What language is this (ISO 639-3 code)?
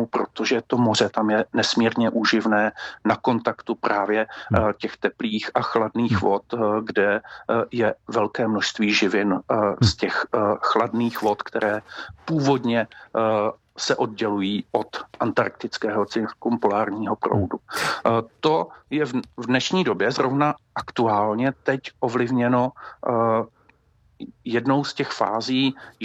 ces